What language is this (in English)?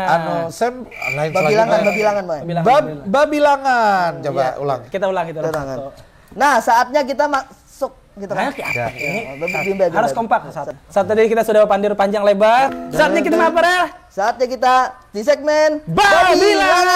Banjar